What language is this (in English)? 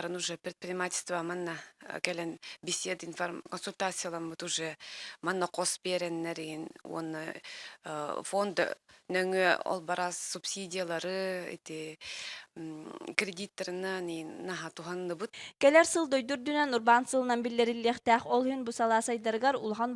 Yakut